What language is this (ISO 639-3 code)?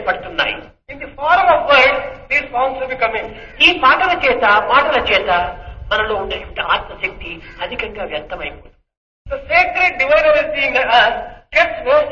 tel